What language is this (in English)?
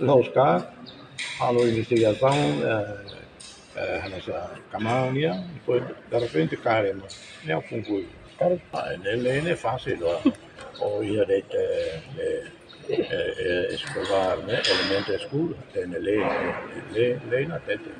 Tetum